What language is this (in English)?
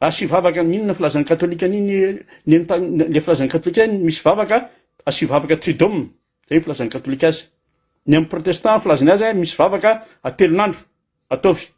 Malagasy